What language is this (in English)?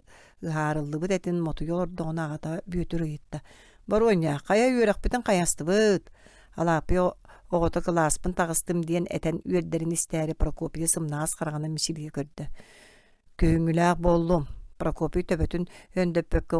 Yakut